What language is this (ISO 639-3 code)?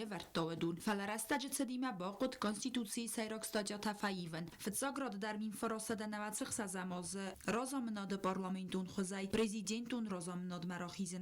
oss